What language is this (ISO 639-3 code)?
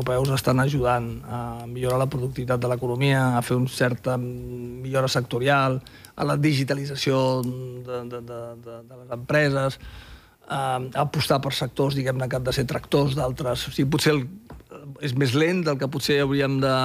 cat